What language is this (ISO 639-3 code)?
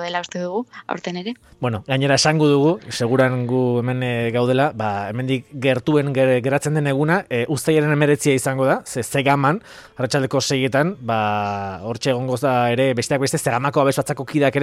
eus